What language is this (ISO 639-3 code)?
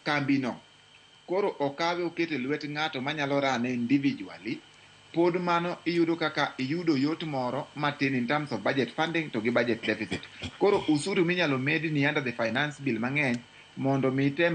luo